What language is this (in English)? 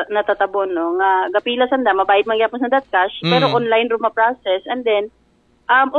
Aklanon